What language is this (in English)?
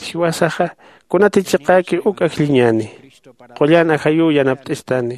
Aymara